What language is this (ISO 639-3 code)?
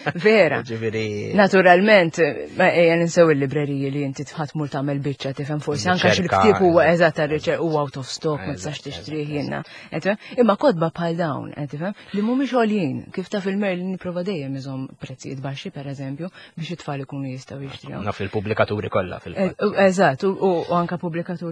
mlt